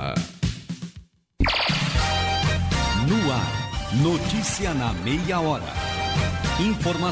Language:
Portuguese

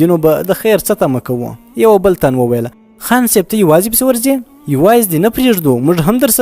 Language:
Pashto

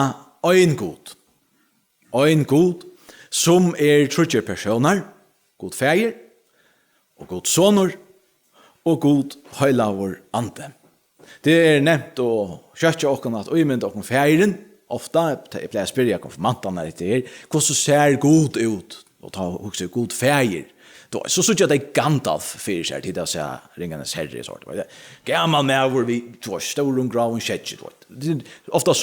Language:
Faroese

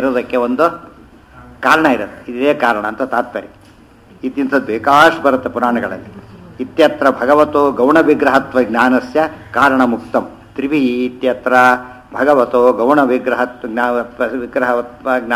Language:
Kannada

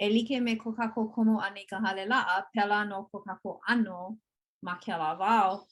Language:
Hawaiian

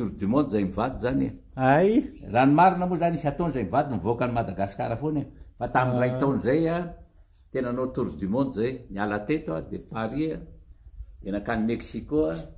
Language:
Malagasy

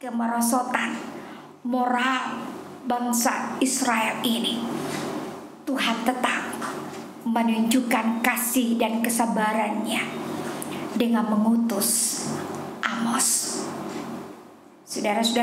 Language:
Indonesian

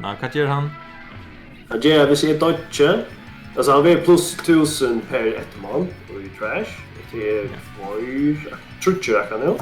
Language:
Faroese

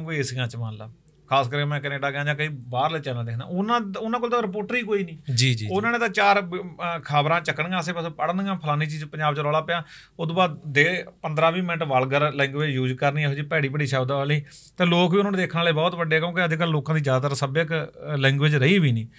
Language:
Punjabi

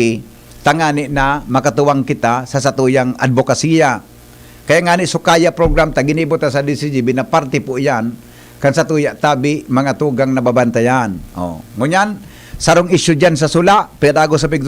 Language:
Bikol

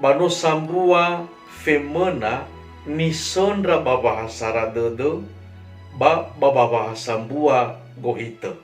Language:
Nias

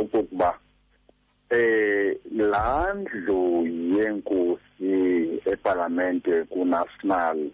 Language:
Xhosa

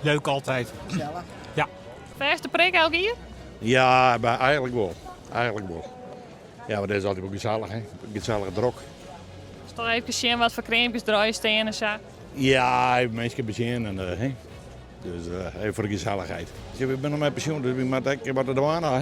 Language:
Western Frisian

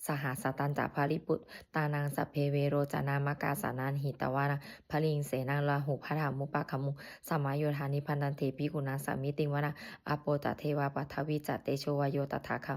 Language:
Pali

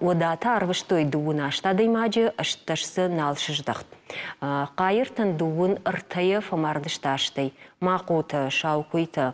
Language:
Ossetic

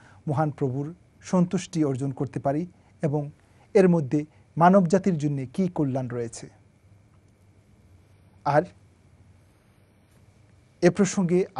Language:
Bangla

